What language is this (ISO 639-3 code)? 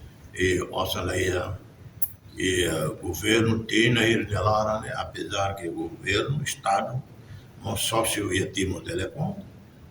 tet